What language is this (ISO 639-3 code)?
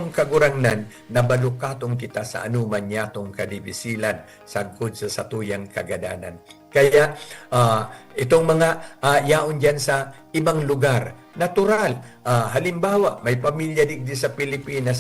bik